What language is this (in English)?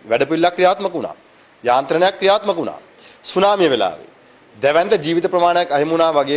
Sinhala